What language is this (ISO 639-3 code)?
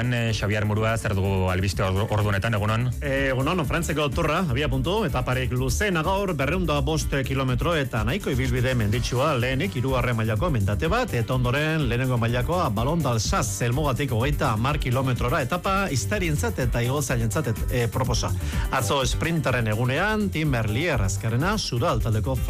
eus